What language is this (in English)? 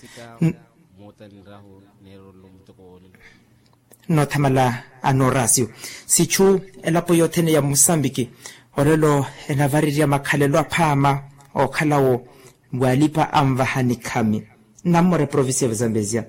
Makhuwa